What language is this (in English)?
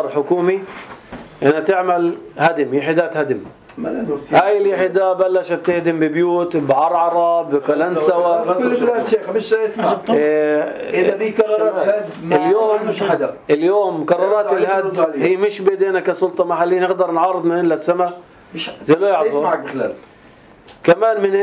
North Levantine Arabic